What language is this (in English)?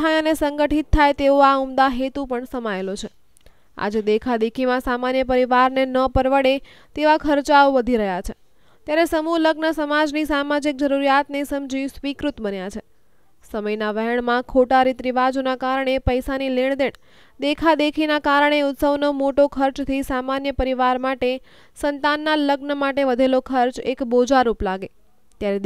Gujarati